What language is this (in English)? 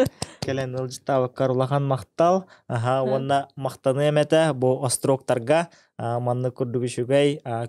Yakut